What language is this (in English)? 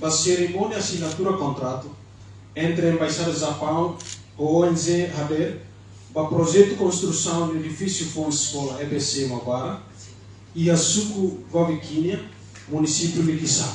Tetum